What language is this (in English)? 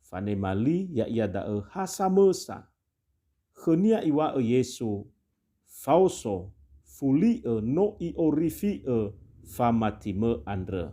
Nias